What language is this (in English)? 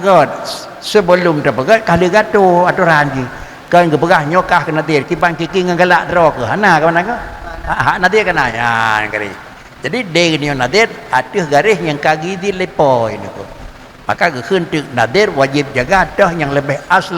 Achinese